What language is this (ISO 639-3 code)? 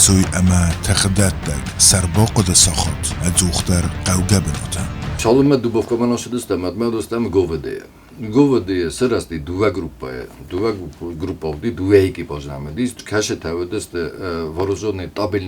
oss